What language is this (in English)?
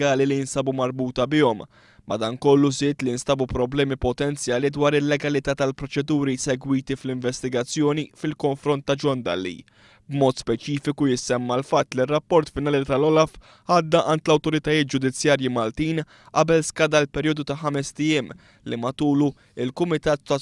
Maltese